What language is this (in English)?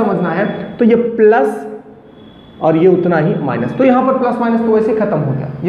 Hindi